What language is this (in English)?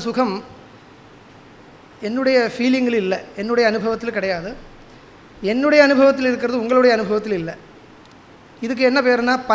Tamil